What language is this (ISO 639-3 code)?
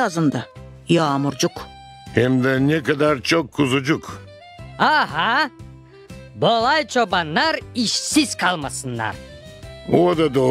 gag